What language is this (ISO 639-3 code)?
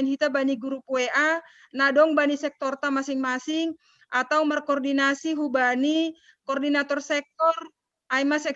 bts